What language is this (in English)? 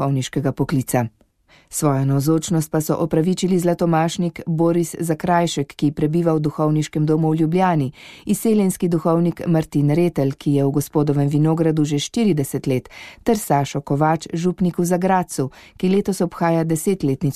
Slovenian